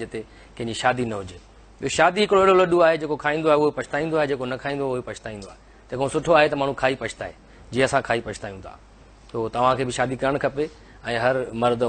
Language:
Sindhi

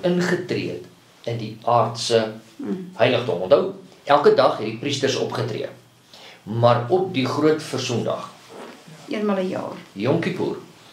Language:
Afrikaans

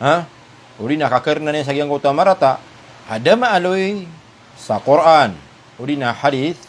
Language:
Maranao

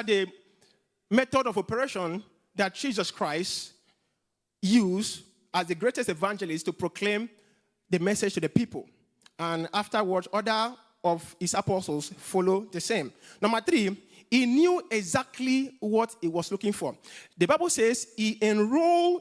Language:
English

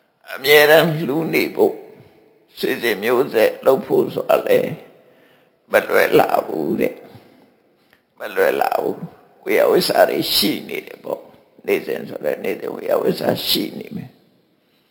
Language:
Burmese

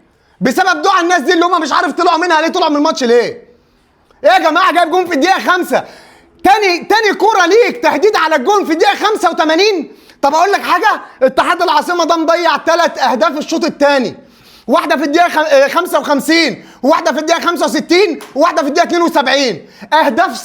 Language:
Egyptian Arabic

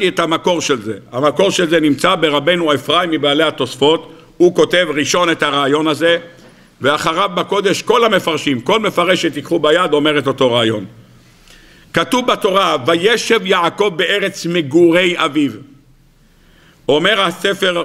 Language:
Hebrew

